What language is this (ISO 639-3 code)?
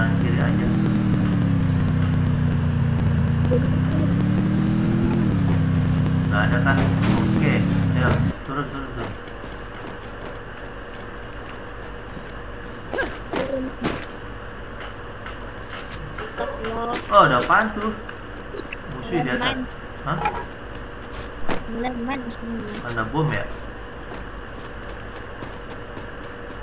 ind